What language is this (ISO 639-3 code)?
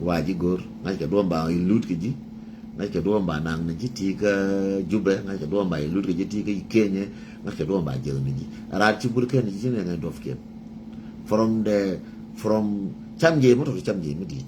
nus